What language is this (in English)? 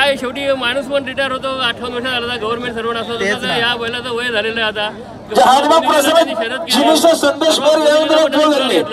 Marathi